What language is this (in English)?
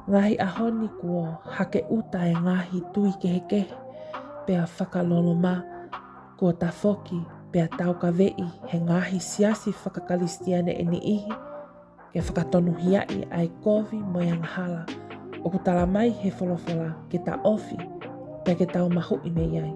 Tongan